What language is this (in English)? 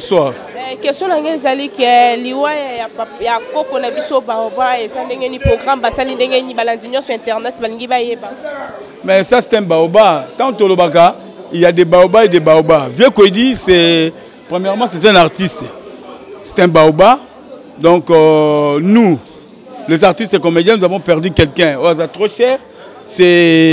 Lingala